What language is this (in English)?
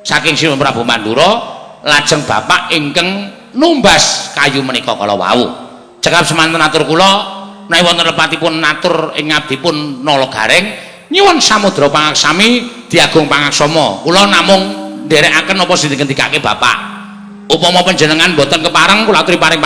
Javanese